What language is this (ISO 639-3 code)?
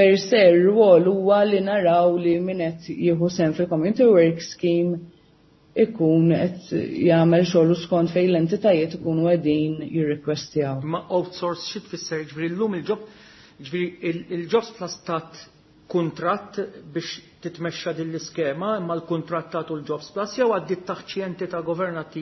mlt